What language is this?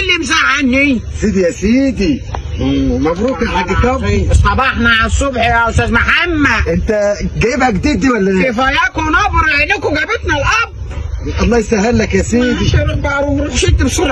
Egyptian Arabic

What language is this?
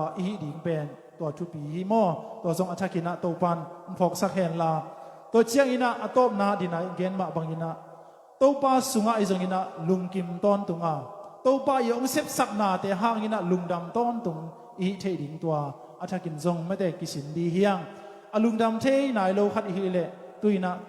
Tedim Chin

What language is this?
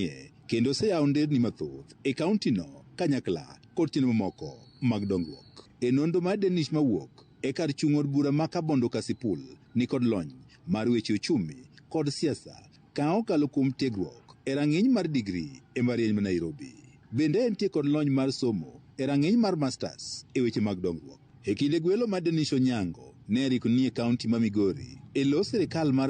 Luo (Kenya and Tanzania)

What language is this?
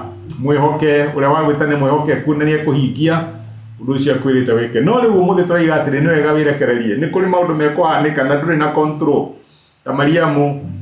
Kikuyu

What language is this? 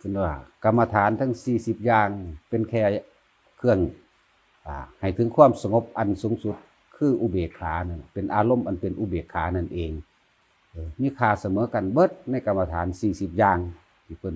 Northeastern Thai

